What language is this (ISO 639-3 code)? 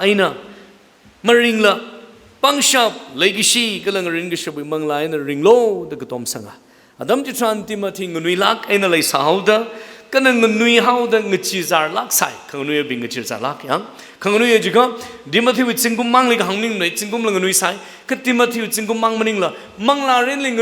nmf